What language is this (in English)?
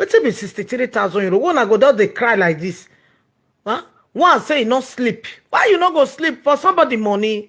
Nigerian Pidgin